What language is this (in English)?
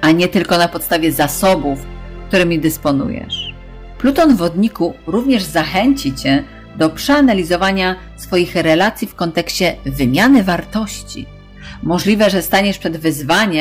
Polish